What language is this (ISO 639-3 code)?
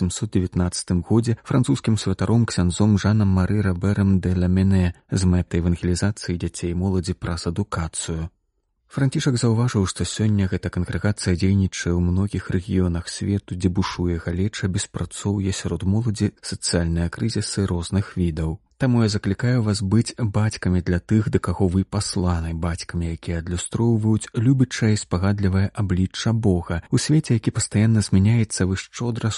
bel